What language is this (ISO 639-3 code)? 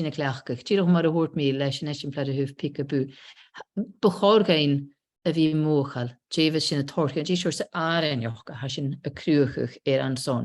gla